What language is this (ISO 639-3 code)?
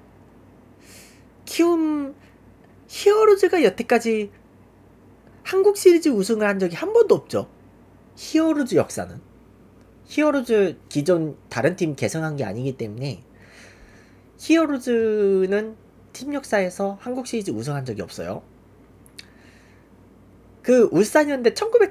kor